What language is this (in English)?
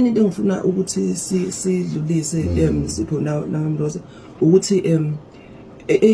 Zulu